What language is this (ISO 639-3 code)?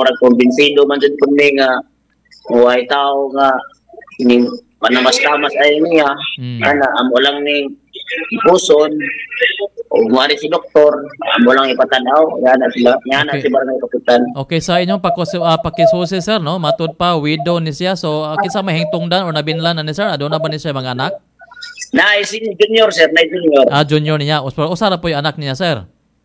ceb